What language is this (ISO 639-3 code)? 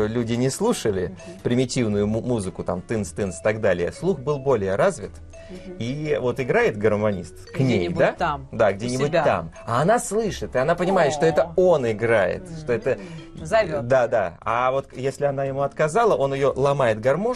rus